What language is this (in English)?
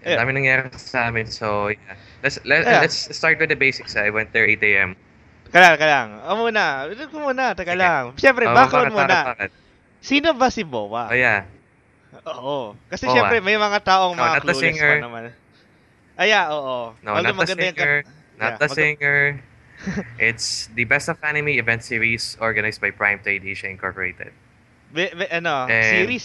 Filipino